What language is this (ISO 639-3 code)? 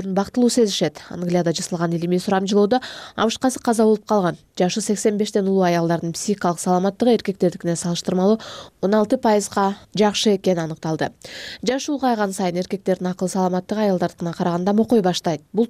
kir